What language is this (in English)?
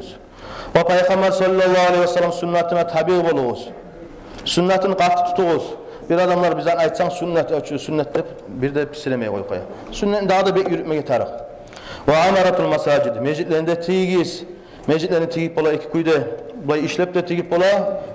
Kumyk